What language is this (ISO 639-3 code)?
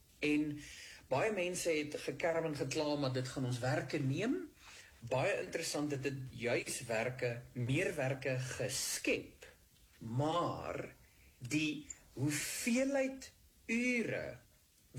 afr